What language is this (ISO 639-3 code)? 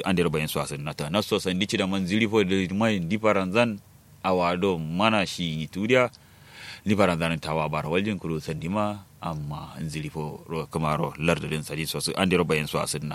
kau